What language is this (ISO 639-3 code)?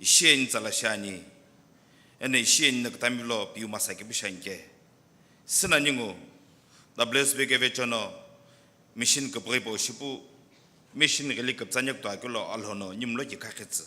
nsm